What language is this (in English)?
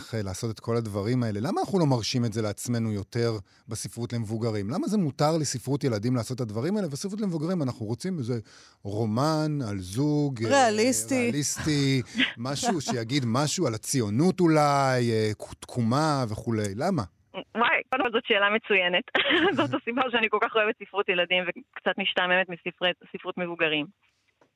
Hebrew